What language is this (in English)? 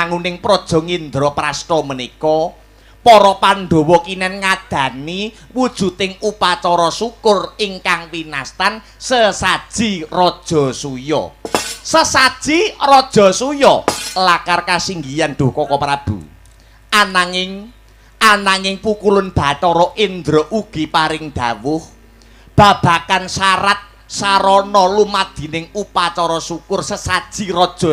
Javanese